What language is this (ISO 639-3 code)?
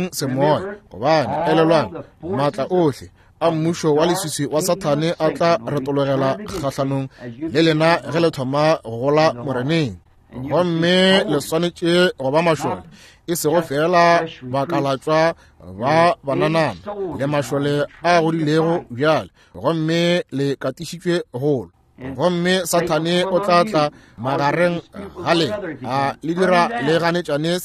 nso